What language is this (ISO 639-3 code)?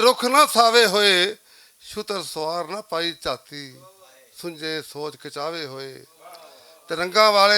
lah